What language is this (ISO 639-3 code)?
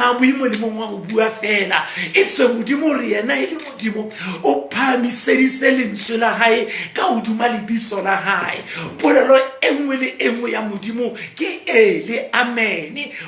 sot